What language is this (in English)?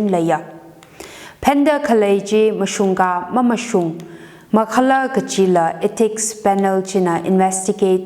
Tangkhul Naga (India)